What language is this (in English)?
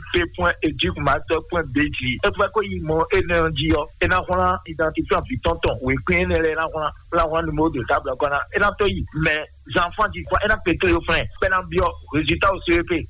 Fon